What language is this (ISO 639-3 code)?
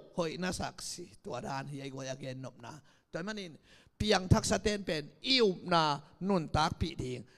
ctd